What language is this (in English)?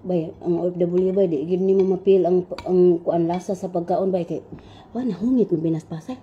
Cebuano